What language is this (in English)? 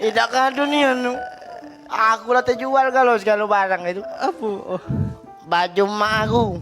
Musi